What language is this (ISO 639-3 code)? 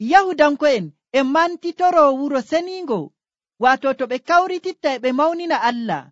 fuv